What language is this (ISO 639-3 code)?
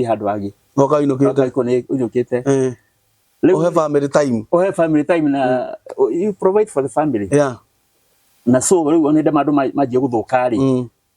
kik